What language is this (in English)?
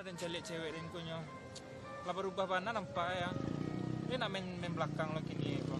Minangkabau